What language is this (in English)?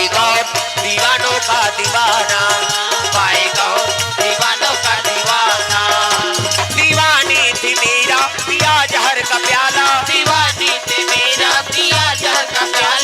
Chhattisgarhi